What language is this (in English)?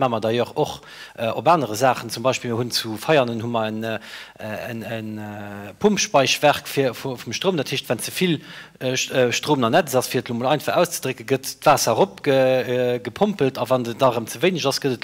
Luxembourgish